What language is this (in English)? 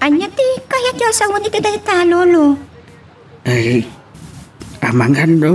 Iloko